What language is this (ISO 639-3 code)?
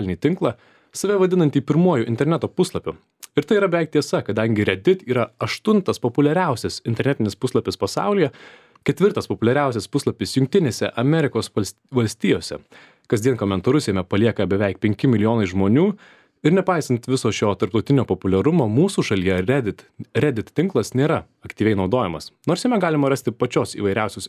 lit